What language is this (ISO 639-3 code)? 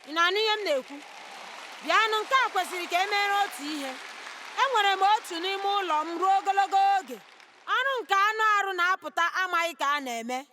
ibo